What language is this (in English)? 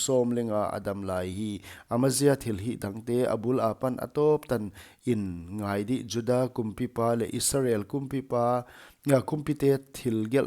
Paite Chin